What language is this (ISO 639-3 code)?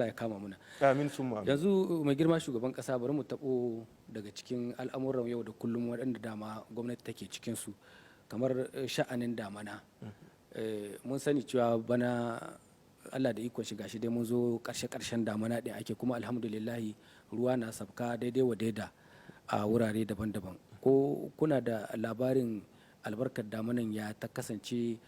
hau